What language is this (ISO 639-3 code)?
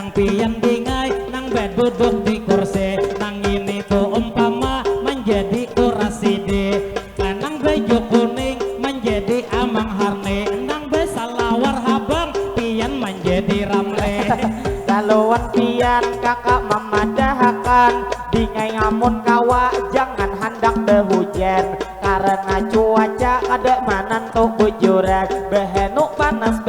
bjn